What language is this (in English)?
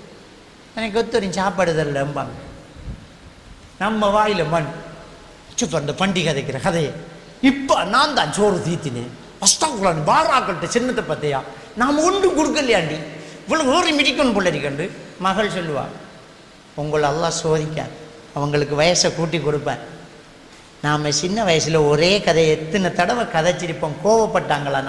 Tamil